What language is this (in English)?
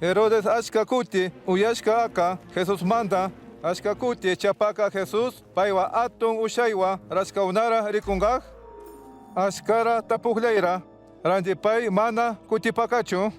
Chimborazo Highland Quichua